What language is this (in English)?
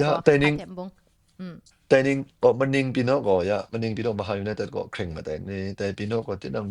Kachin